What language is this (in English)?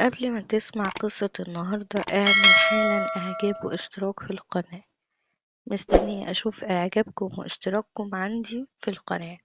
Egyptian Arabic